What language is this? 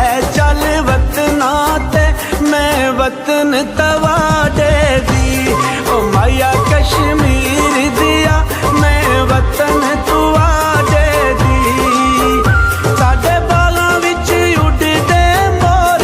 Pahari-Potwari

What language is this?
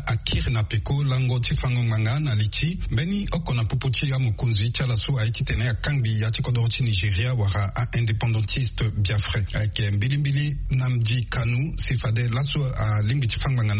Sango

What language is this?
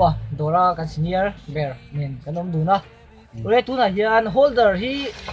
Mizo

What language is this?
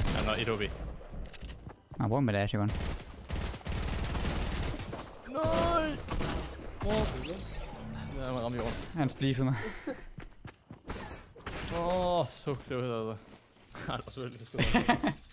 Danish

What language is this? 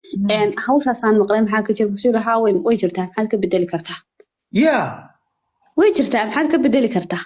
Somali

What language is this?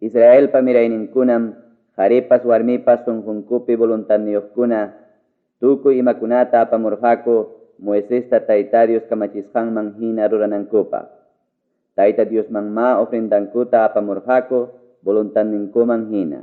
Ayacucho Quechua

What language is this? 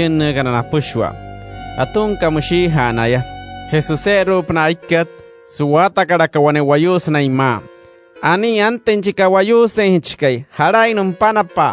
Wayuu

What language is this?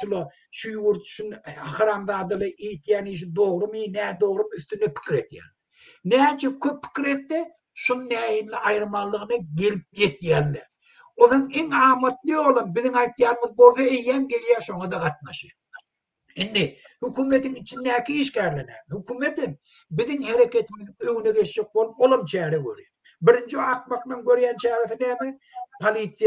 Turkmen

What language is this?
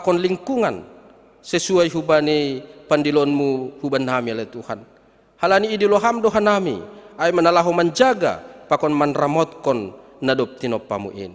Batak Simalungun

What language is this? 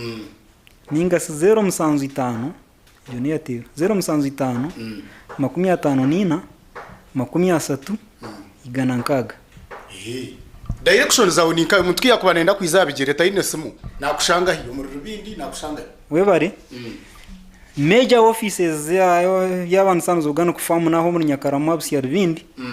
Nyankole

